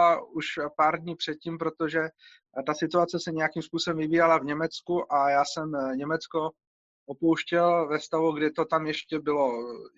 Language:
Czech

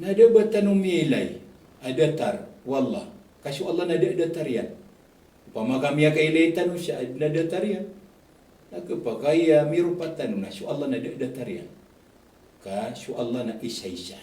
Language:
Maranao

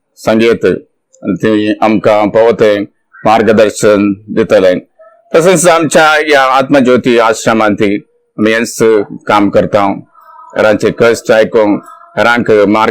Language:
Konkani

